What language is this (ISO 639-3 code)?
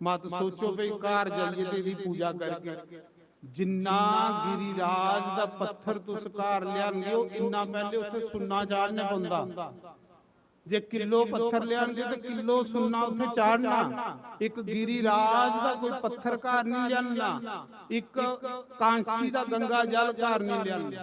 doi